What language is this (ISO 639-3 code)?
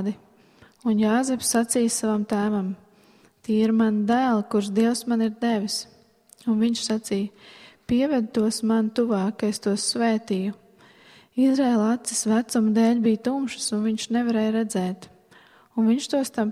lav